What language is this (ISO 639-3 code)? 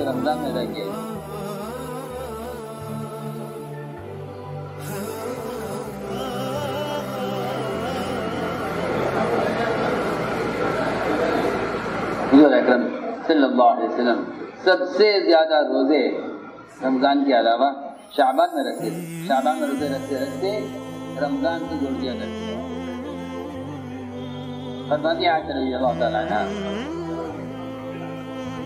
urd